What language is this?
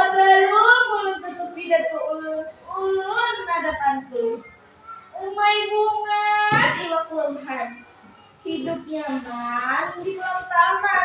Banjar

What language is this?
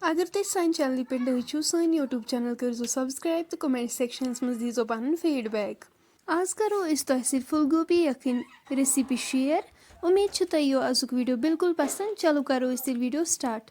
Kashmiri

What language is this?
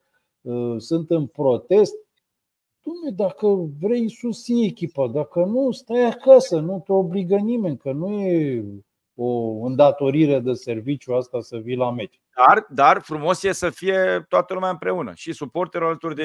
Romanian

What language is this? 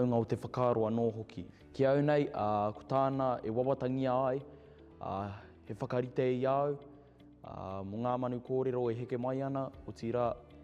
Māori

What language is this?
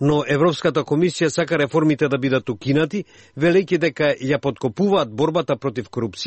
Macedonian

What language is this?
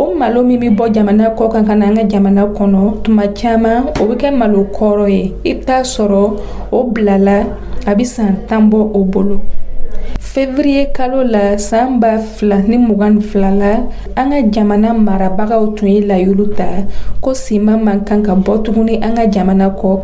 Dyula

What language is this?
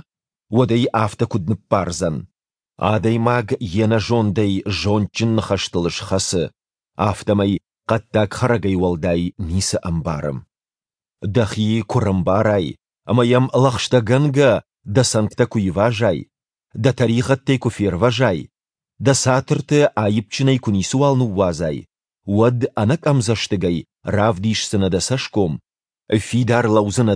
Ossetic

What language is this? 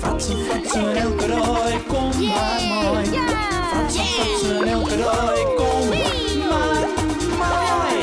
Western Frisian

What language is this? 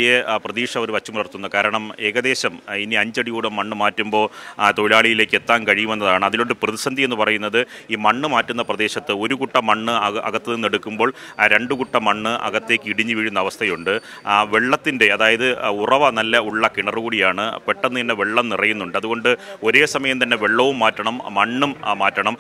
Malayalam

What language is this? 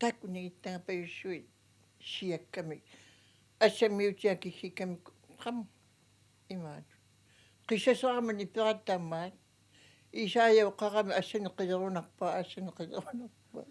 Kalaallisut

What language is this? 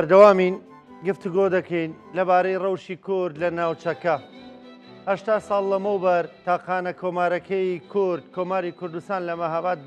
Central Kurdish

